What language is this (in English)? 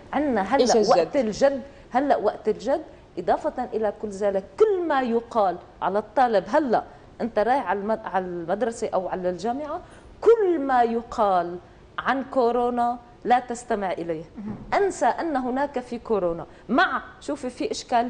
North Levantine Arabic